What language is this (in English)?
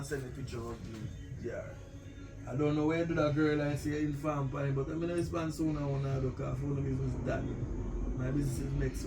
Jamaican Creole English